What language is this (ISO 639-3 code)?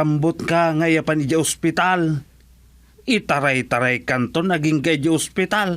ilo